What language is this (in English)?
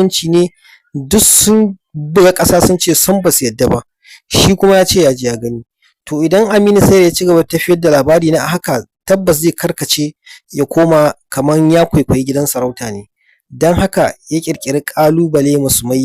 Hausa